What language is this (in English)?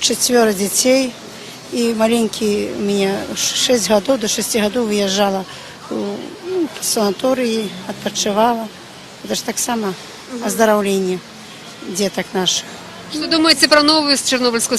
Belarusian